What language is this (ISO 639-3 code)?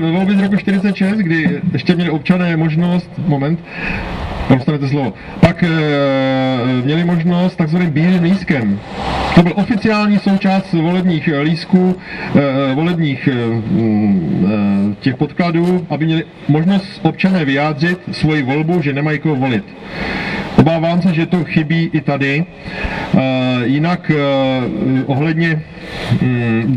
ces